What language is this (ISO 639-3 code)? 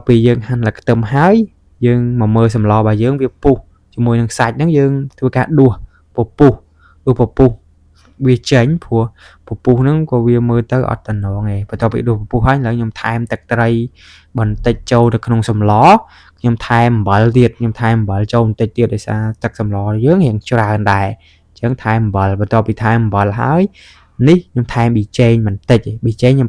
khm